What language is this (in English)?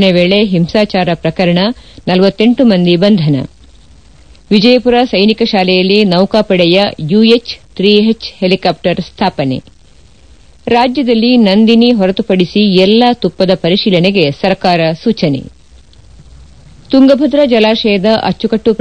Kannada